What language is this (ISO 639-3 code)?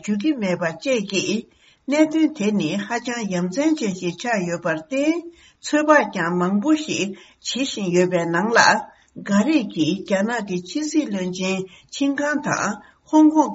bod